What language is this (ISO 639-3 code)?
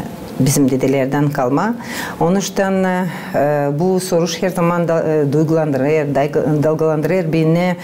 gag